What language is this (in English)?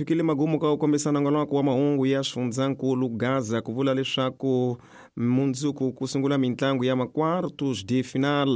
Tsonga